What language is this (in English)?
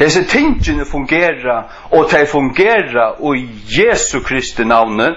Faroese